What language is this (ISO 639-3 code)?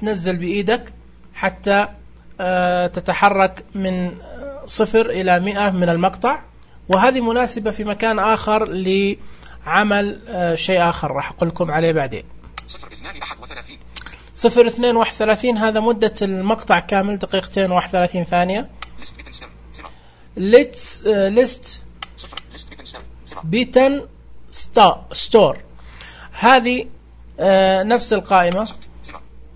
ars